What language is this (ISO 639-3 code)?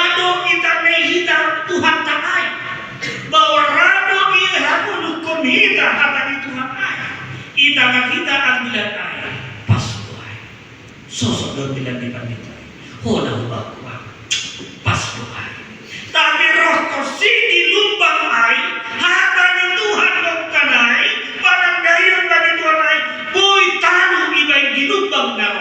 bts